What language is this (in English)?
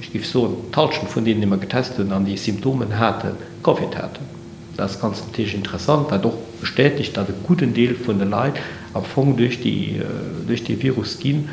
Luxembourgish